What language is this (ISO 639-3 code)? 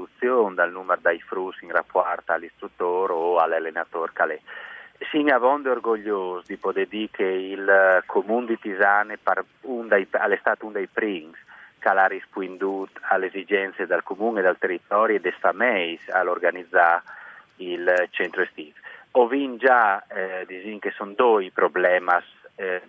fur